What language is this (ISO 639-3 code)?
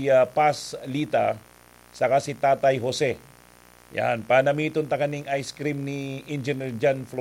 bik